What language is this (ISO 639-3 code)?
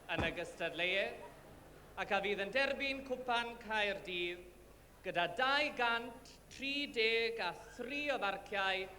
cym